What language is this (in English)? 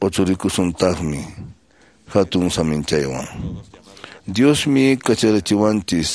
Quechua